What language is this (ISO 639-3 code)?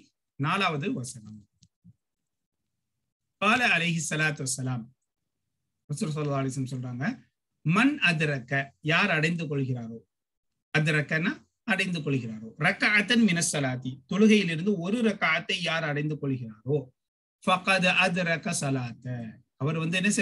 tam